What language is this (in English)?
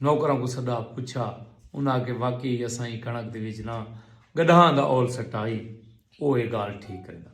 Saraiki